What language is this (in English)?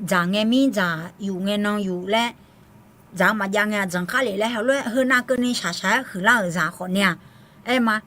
Akha